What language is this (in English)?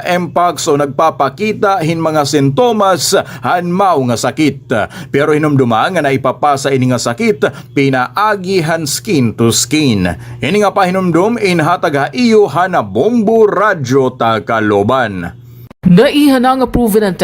Waray